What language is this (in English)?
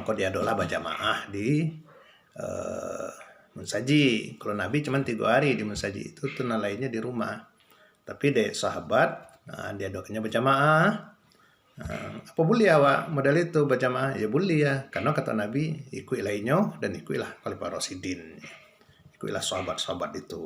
Minangkabau